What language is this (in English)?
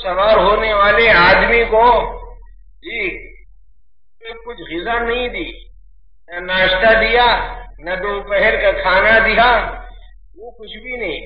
Urdu